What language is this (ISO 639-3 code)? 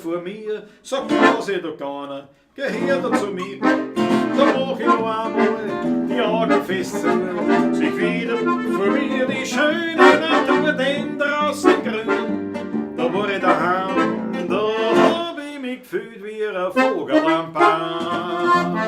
bar